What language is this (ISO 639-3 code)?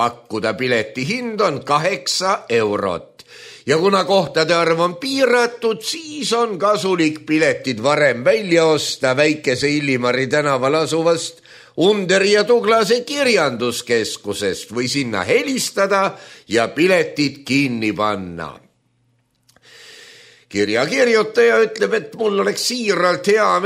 est